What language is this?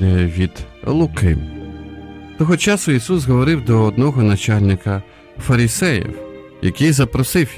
Ukrainian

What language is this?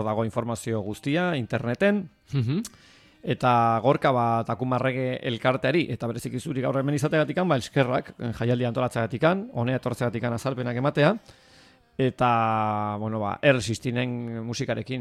Basque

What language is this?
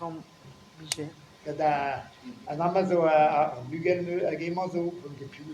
Breton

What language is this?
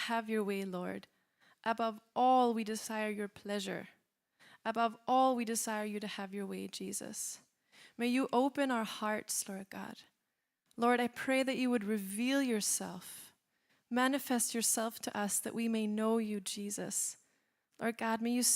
English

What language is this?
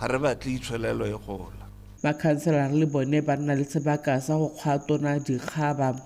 Tswana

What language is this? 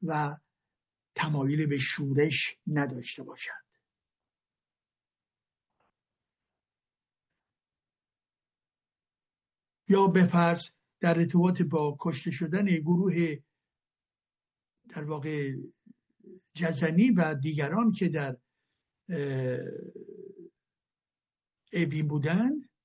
Persian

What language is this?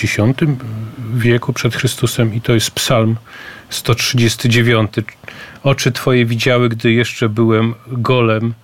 Polish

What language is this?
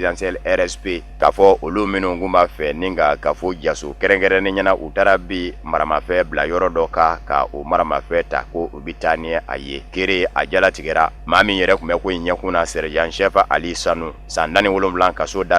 Bambara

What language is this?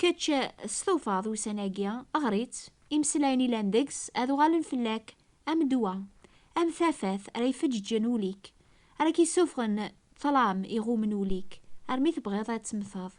Kabyle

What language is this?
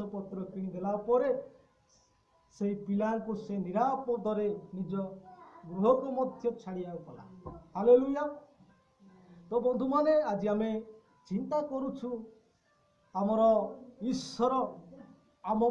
Odia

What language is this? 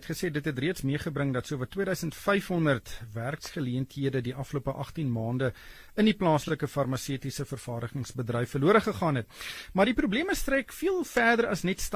Afrikaans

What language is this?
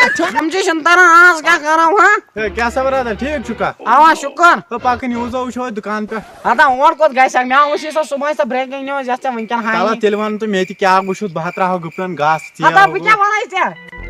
Kashmiri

